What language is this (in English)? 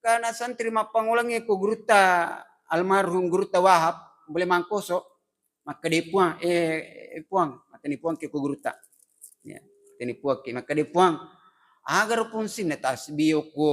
Buginese